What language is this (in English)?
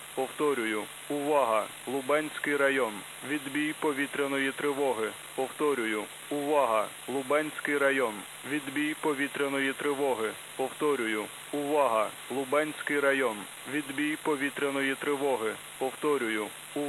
Ukrainian